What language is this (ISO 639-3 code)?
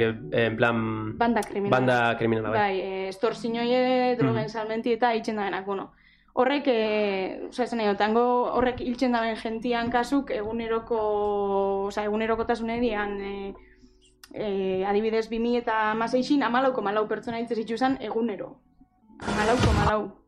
eus